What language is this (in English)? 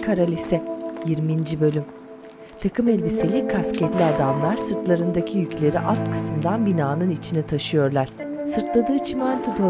Turkish